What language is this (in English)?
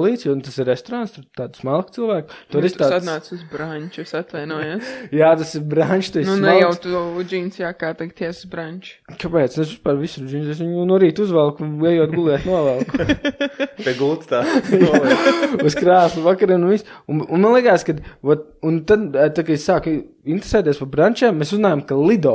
Latvian